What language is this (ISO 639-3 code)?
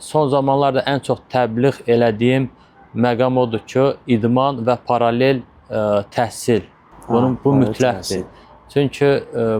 aze